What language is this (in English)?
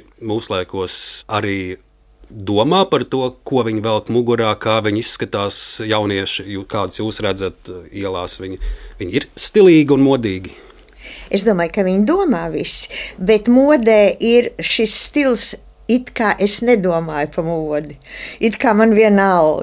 Latvian